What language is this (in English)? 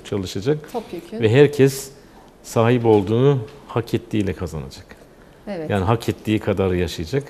Turkish